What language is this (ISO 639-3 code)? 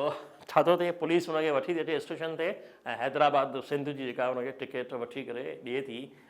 snd